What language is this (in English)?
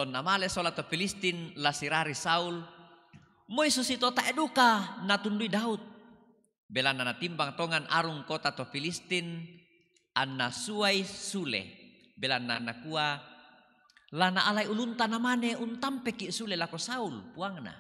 Toraja-Sa'dan